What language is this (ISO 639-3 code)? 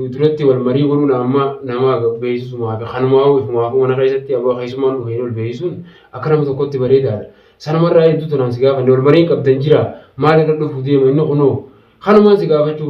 orm